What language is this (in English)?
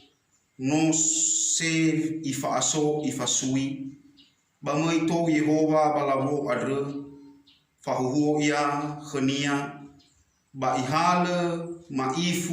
Nias